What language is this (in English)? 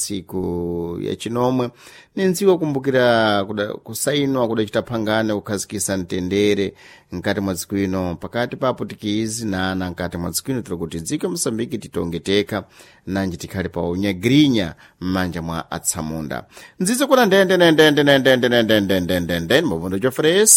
Sena